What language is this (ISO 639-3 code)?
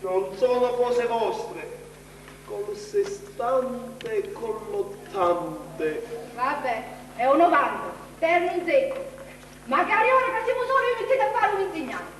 scn